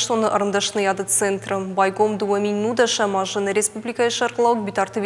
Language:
Ossetic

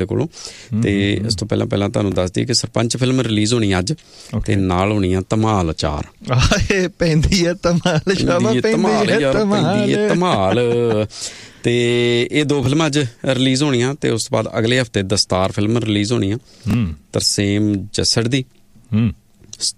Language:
Punjabi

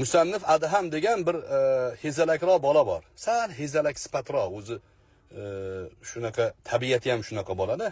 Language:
Uzbek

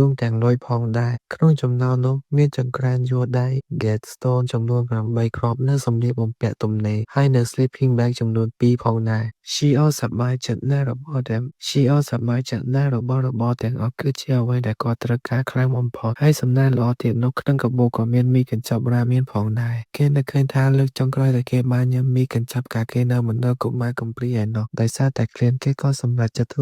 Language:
Khmer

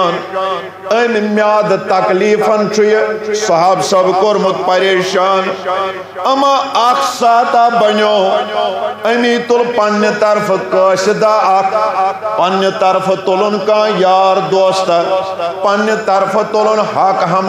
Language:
Kashmiri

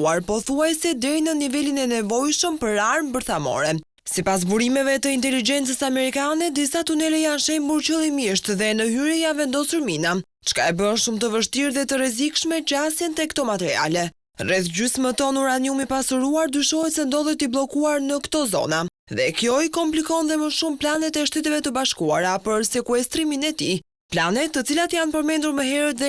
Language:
Albanian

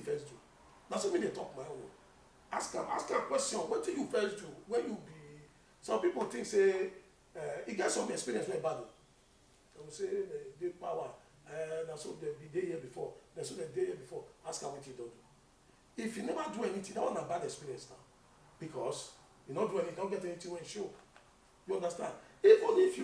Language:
Nigerian Pidgin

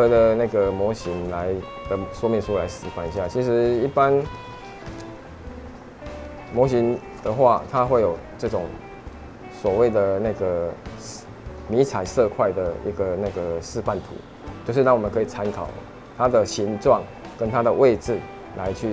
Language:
Chinese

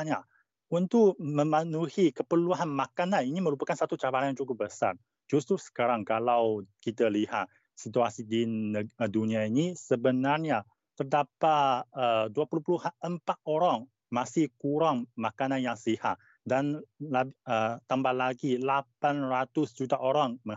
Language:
Malay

